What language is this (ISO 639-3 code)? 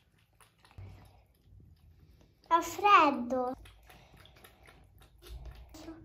ita